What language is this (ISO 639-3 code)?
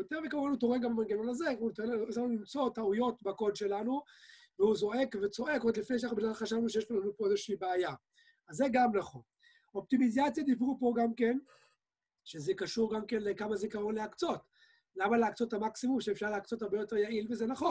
heb